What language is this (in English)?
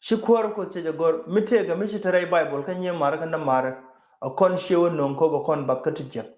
Nuer